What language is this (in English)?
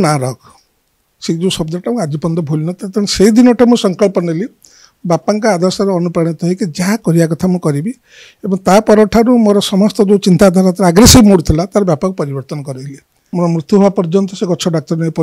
Odia